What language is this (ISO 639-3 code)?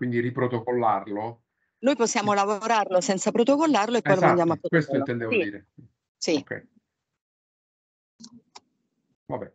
ita